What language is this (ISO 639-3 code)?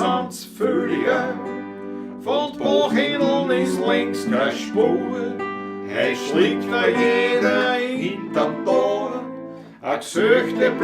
bar